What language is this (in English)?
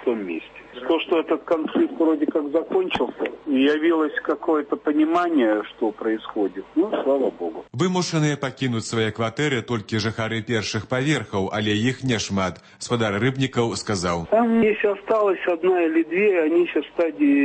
Belarusian